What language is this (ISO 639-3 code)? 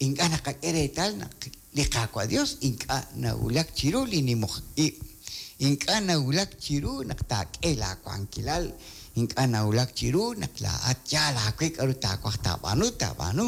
kek